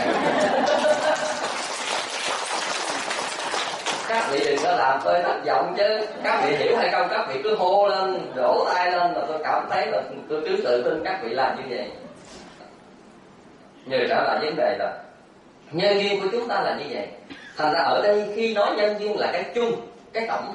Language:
Vietnamese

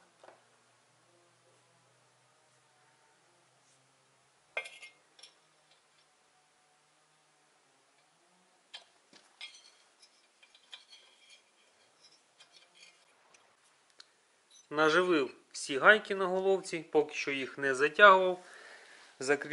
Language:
Ukrainian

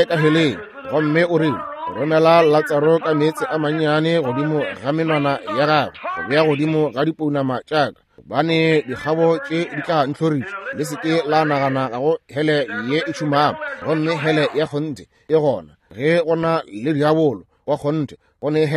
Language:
Northern Sotho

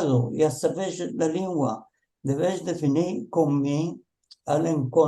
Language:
Ladino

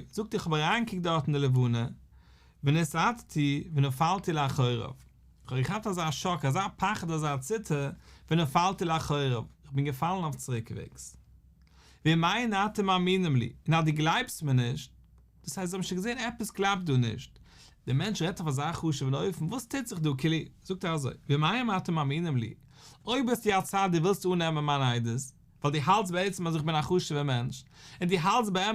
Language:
Yiddish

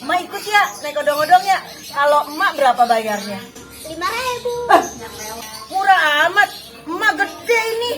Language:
Betawi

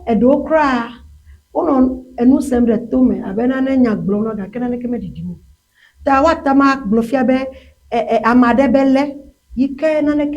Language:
Ewe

